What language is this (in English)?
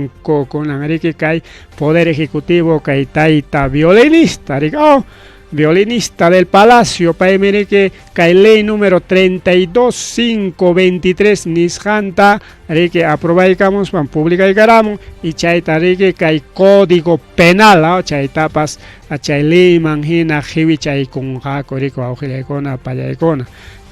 Ayacucho Quechua